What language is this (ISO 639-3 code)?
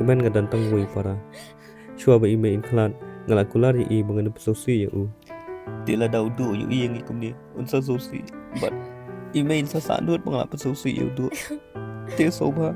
kha